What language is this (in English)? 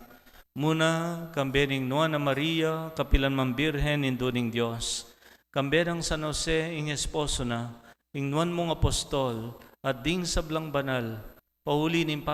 Pampanga